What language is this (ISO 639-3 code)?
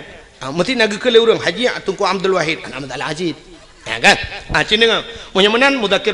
ace